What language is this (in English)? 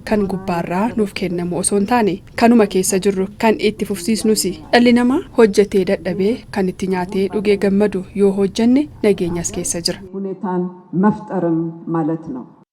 Oromo